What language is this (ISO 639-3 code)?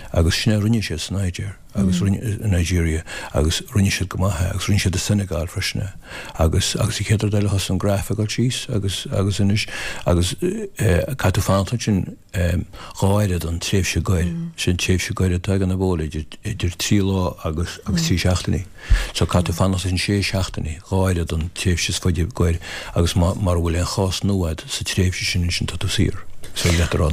gle